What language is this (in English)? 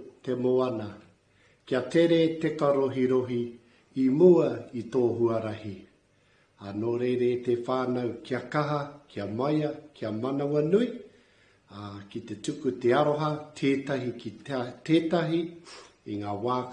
Māori